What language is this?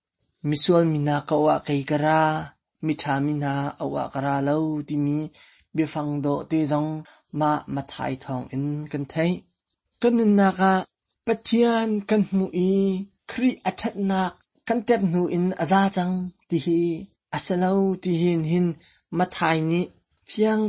Hakha Chin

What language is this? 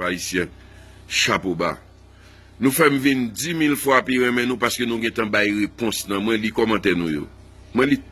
Haitian Creole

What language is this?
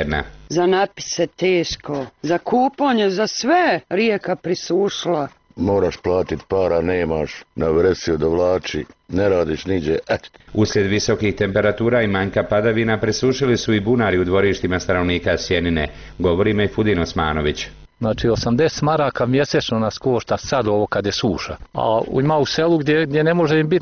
Bosnian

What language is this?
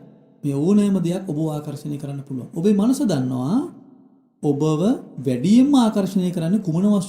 Sinhala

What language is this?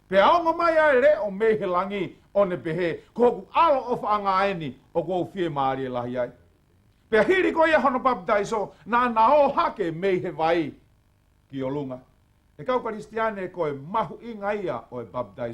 Tongan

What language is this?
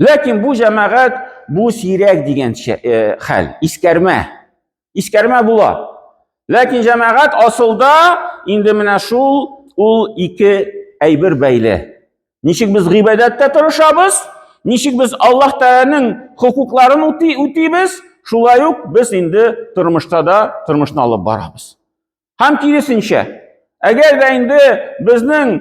Tatar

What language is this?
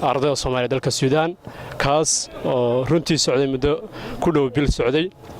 Somali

